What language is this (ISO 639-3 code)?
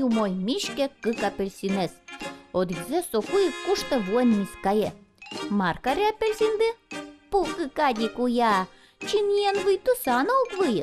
udm